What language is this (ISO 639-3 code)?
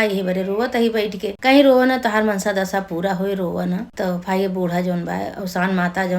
awa